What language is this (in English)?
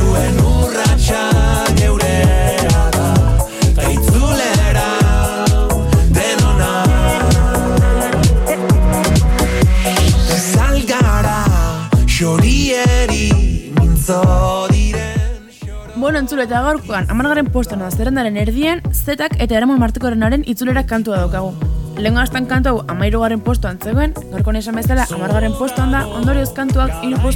Basque